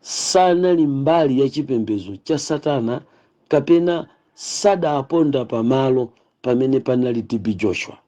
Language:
Nyanja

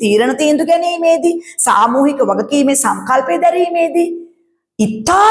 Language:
Sinhala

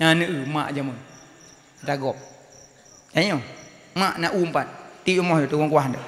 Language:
Achinese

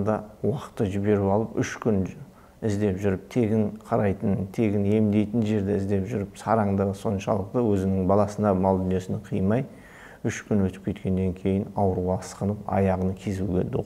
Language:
Kazakh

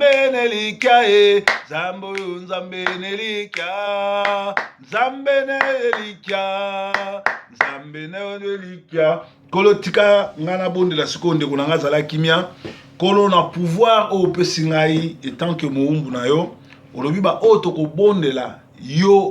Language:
Lingala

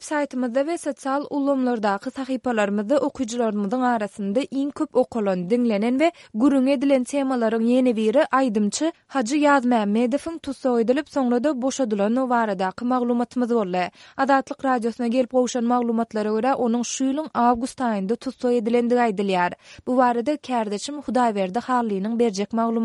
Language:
Turkmen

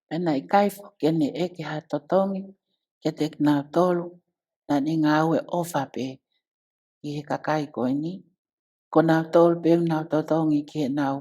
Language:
Tongan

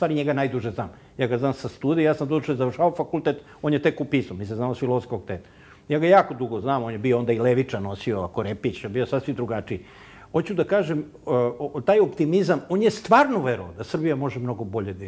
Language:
Serbian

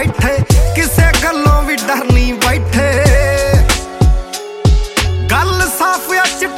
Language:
Punjabi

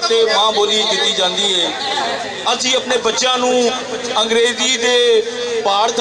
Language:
Western Panjabi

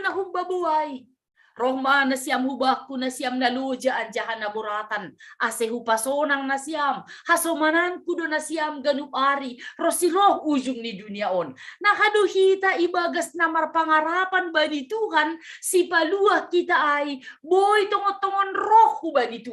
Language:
Batak Simalungun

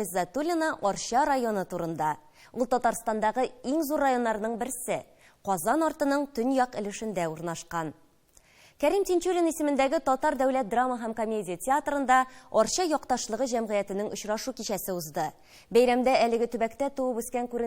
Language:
Tatar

